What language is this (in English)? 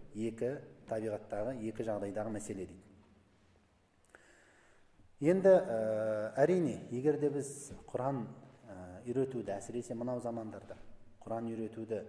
Kazakh